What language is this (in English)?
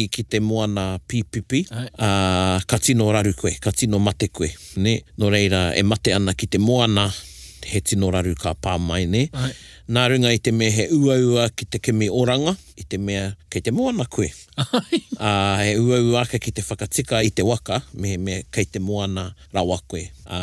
Māori